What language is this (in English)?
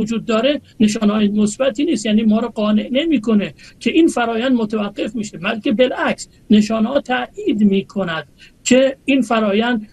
Persian